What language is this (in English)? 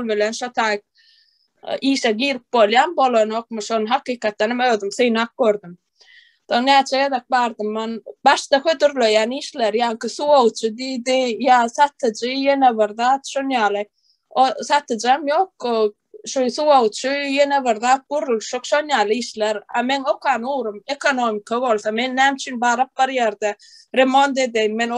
Turkmen